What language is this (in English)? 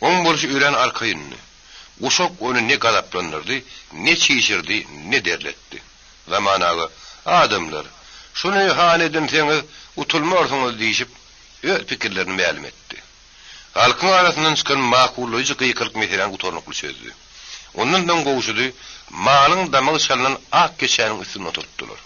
Turkmen